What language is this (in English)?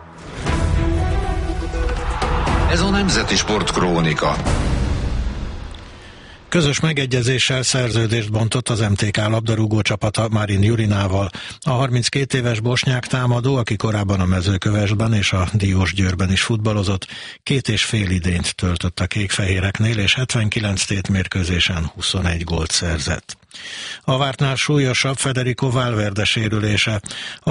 Hungarian